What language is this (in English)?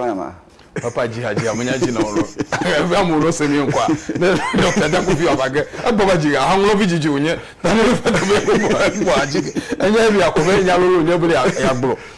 Ewe